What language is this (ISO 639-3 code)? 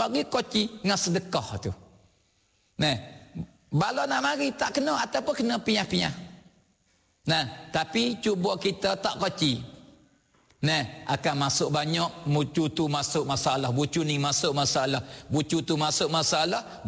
msa